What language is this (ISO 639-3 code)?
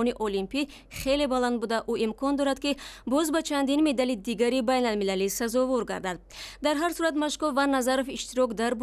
tgk